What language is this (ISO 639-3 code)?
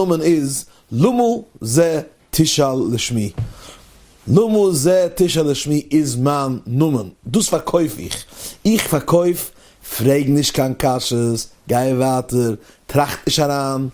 yid